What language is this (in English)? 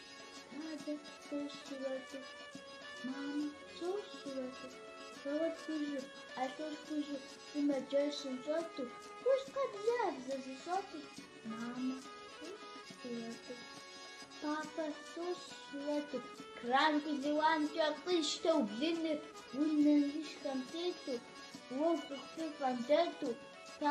Kabardian